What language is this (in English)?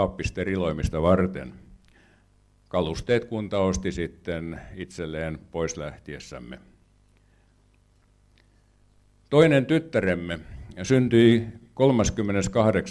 Finnish